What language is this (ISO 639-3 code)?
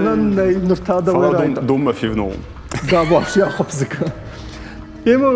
oss